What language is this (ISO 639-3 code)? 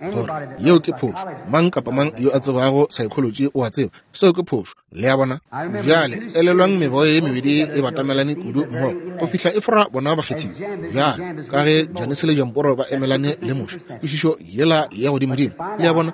nso